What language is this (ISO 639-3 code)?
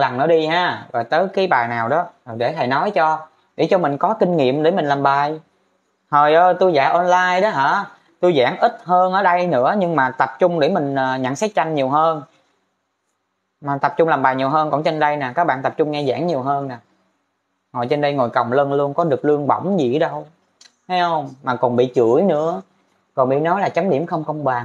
vie